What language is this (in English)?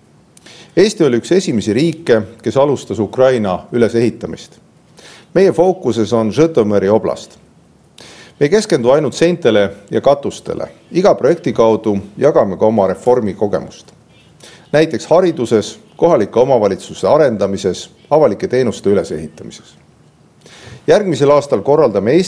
Estonian